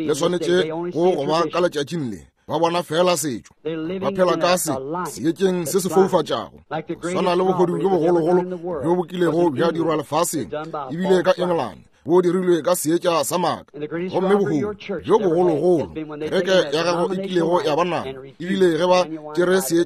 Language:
Northern Sotho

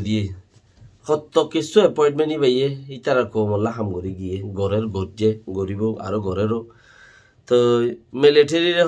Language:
Rohingya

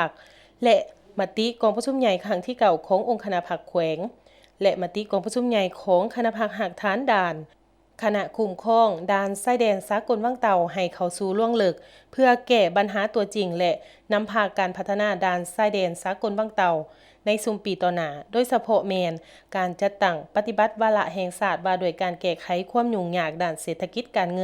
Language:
Lao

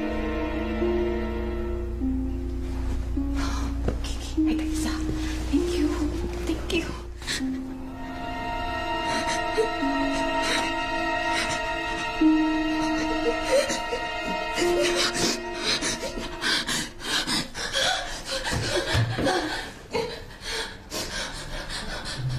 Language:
Malay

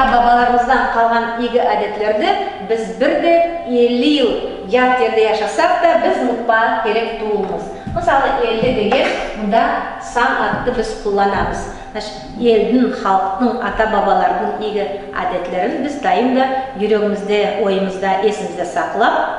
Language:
Nogai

